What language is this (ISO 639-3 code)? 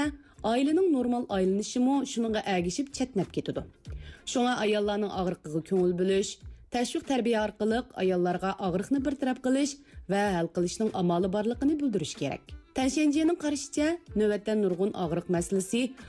uig